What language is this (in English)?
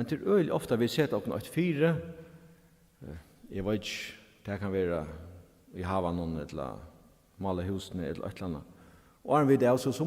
Faroese